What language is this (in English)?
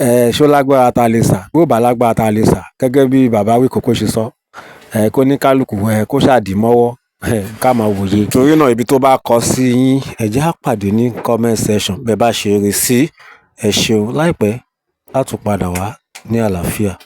Yoruba